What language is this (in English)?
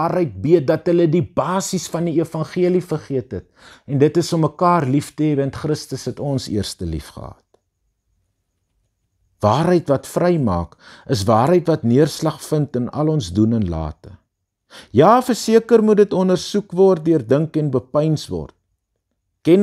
Afrikaans